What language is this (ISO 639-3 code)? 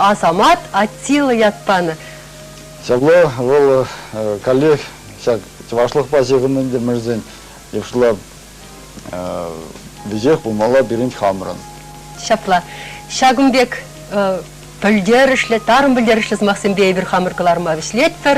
chv